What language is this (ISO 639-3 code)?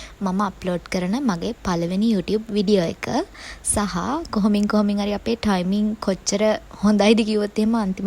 sin